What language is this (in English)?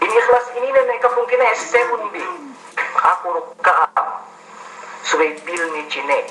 Yakan